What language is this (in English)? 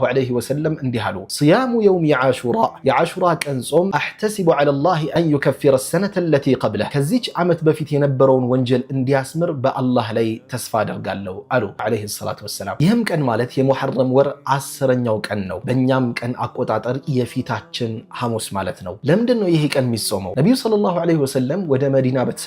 Amharic